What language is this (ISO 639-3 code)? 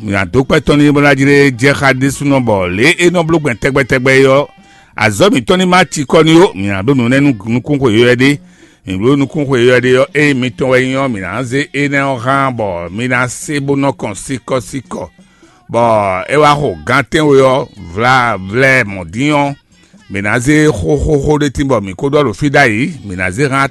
fon